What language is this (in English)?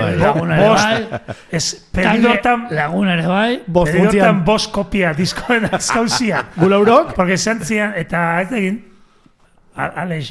Basque